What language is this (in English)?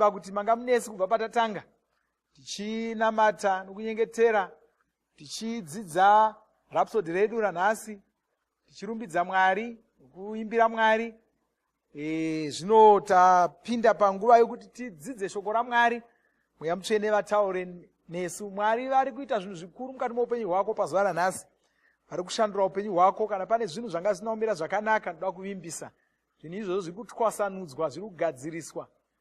Shona